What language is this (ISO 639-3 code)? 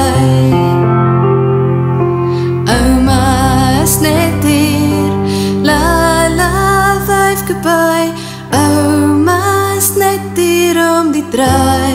afr